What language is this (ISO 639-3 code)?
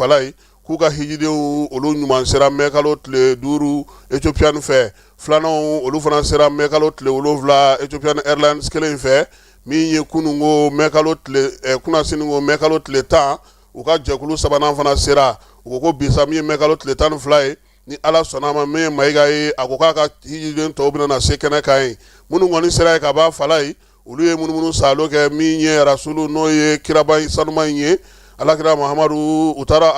bam